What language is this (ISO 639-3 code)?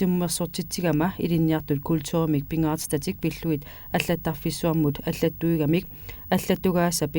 kal